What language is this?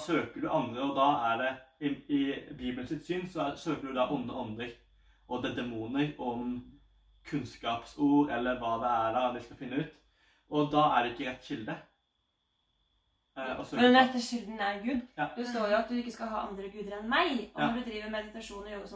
Norwegian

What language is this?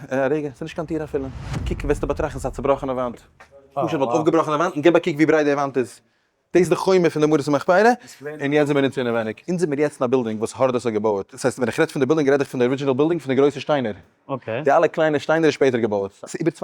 Yiddish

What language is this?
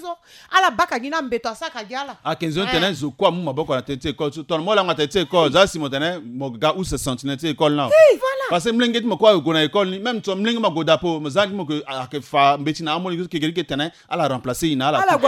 Sango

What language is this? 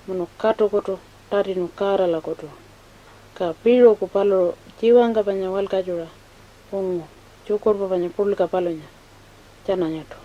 Pitjantjatjara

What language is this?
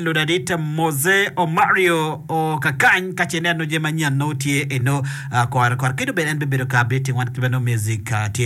Acoli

